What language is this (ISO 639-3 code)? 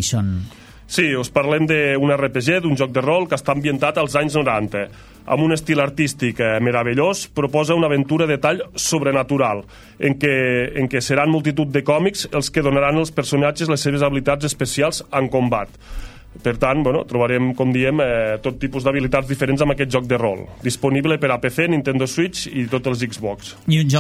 cat